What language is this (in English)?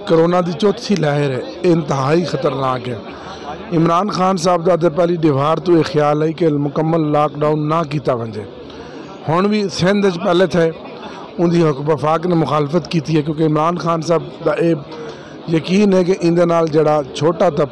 Saraiki